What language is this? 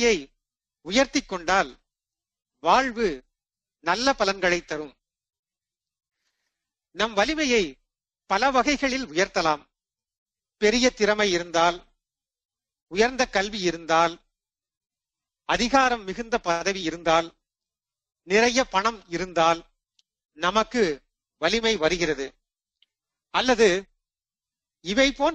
Tamil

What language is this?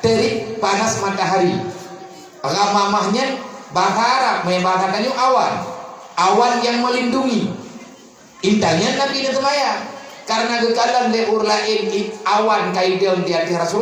Achinese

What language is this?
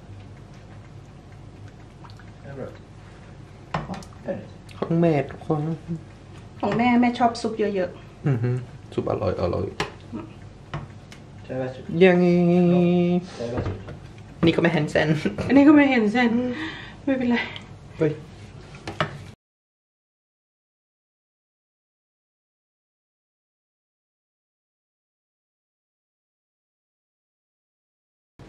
Thai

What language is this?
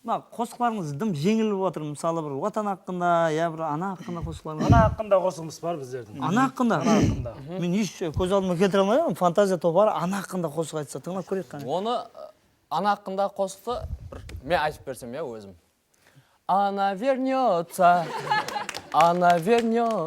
Kara-Kalpak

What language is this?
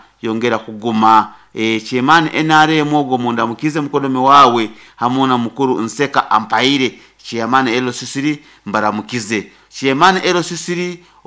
Nyoro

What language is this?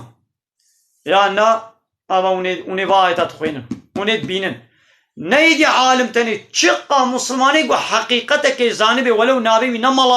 Kurdish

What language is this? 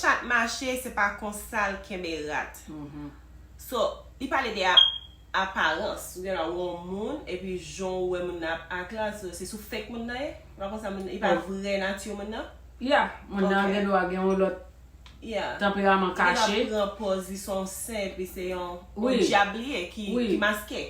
Haitian Creole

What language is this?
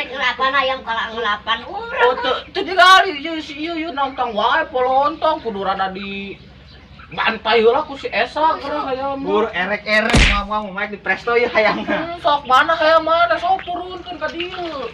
Sundanese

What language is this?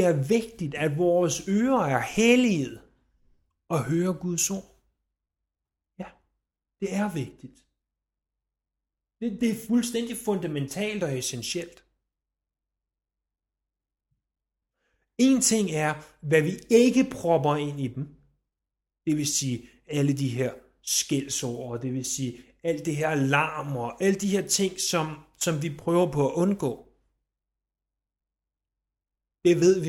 Danish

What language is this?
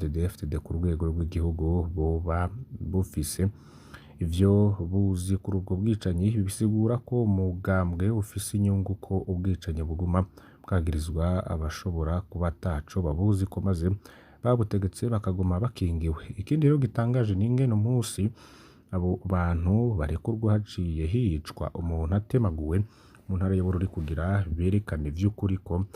Rundi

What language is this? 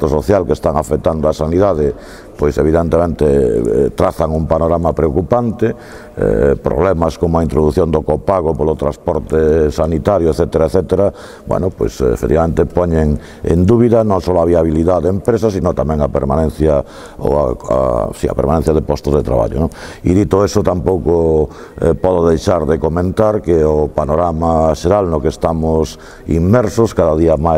Galician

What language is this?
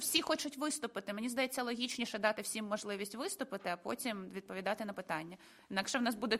Ukrainian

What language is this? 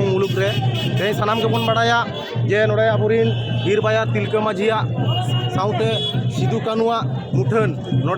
Santali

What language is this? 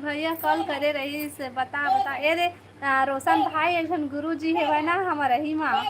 Chhattisgarhi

